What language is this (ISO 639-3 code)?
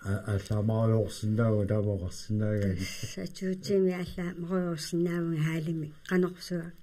kal